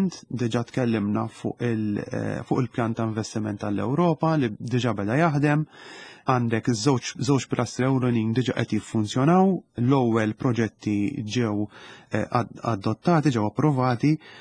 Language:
Maltese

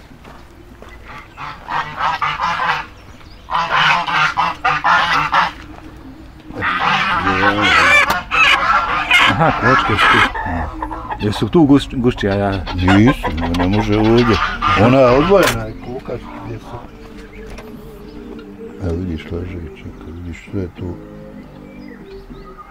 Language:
Bosnian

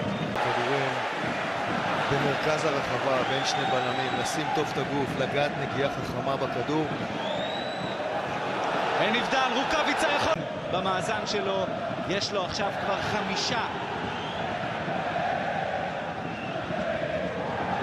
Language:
Hebrew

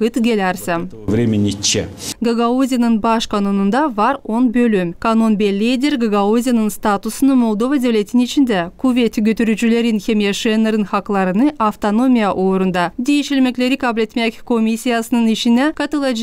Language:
Gagauz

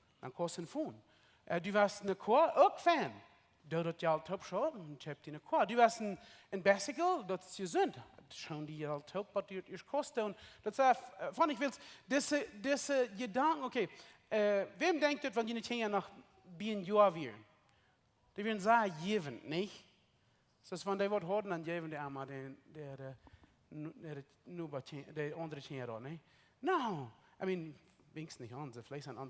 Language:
Plautdietsch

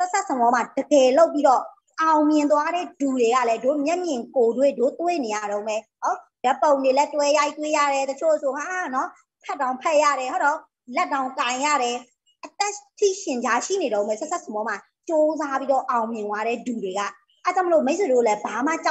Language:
Burmese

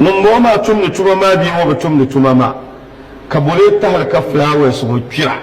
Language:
Dagbani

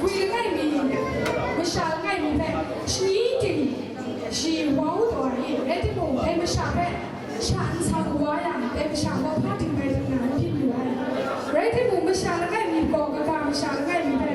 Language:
Kachin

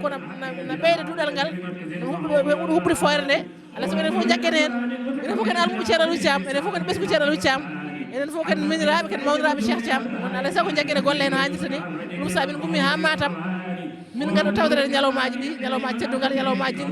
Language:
Fula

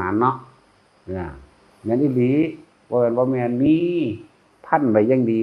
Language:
Northeastern Thai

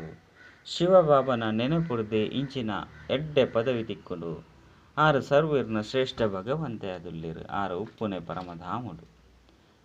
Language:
Tulu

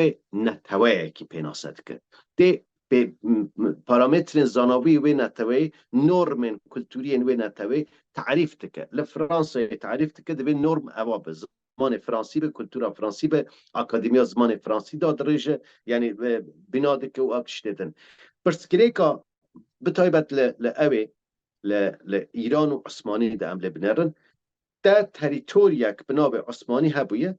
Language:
Kurdish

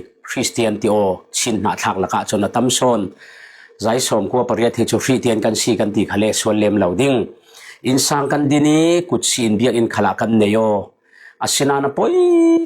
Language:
Falam Chin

